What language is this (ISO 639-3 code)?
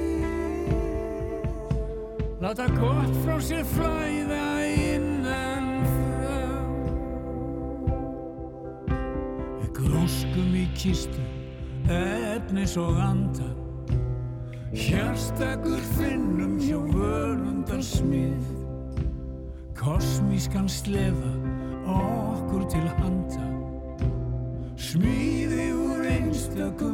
isl